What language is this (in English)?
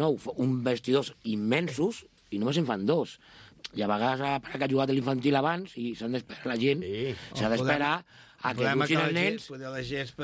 Catalan